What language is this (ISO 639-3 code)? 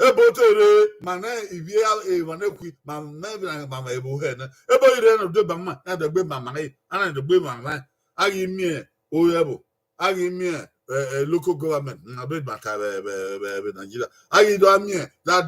bin